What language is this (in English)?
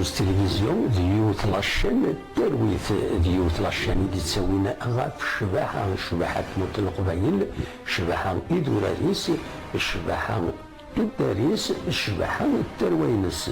Kabyle